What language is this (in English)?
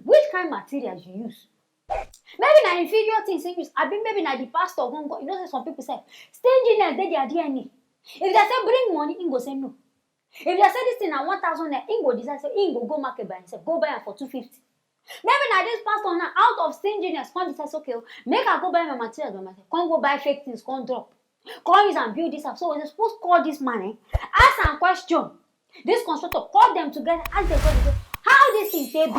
Nigerian Pidgin